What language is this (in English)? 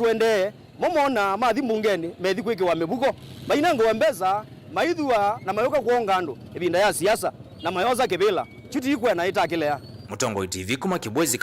Kamba